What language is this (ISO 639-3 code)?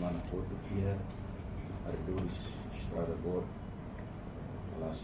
tet